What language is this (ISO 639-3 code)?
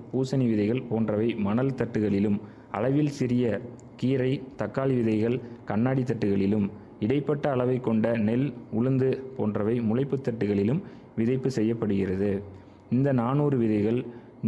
tam